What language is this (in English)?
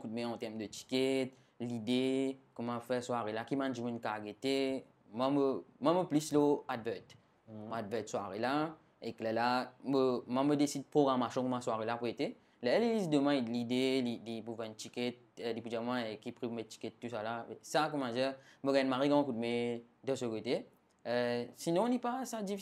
Morisyen